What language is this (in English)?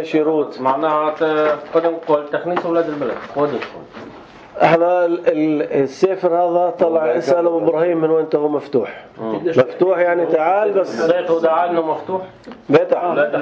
North Levantine Arabic